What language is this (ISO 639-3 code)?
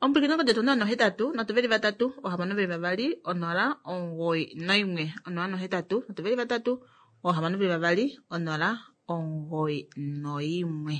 kua